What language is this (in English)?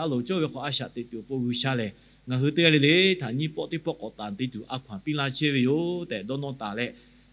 Lahu